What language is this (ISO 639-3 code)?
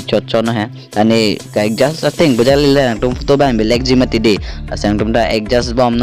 mjw